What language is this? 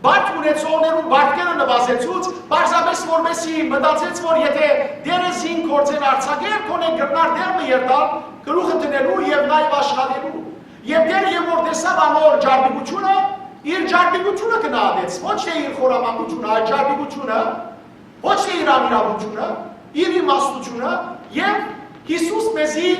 Western Armenian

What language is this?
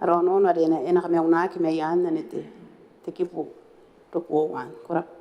Gilbertese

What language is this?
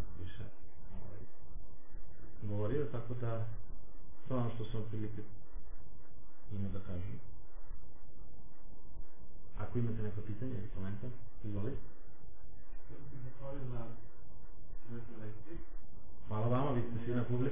Serbian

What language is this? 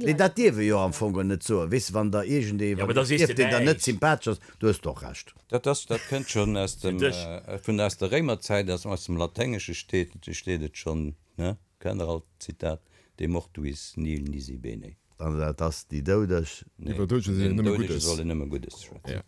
Luxembourgish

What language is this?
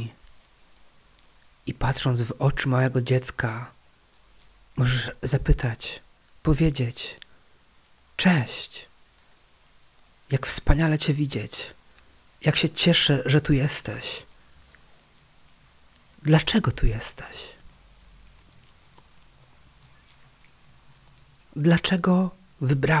Polish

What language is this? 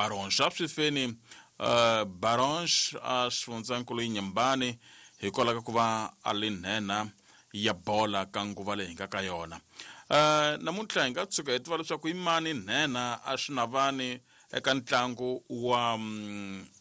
Tsonga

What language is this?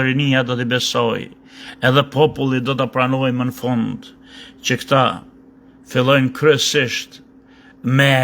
Albanian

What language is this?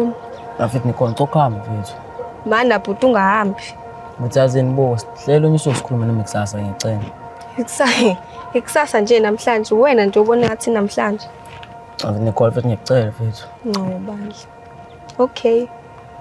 Zulu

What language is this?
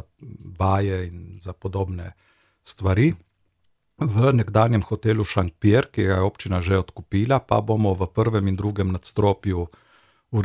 Slovenian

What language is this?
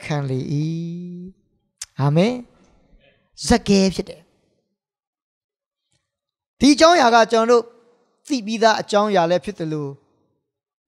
Burmese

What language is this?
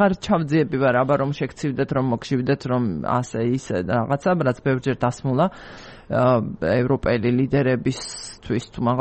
Georgian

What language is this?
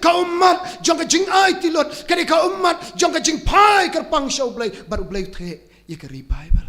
Khasi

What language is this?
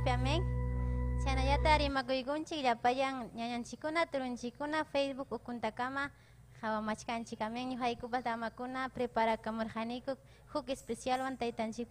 Ayacucho Quechua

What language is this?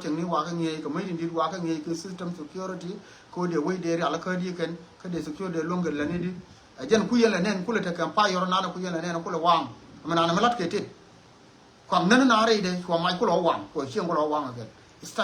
Nuer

